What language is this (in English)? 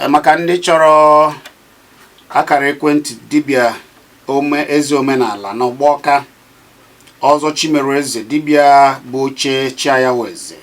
Igbo